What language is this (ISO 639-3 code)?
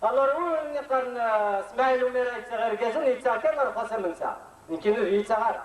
kab